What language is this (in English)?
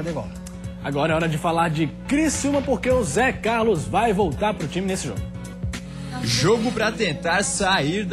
Portuguese